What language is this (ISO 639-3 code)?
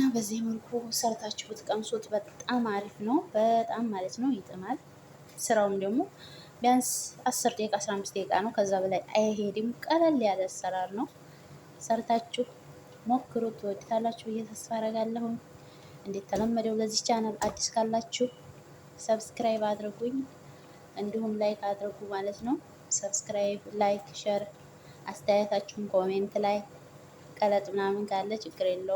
amh